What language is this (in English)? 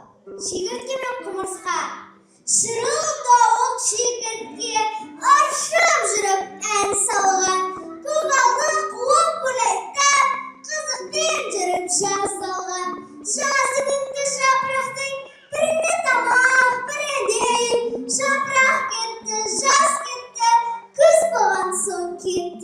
Kazakh